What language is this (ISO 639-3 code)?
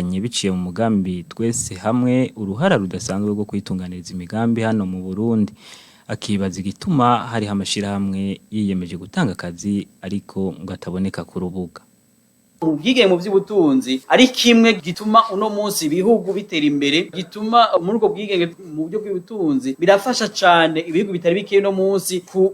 run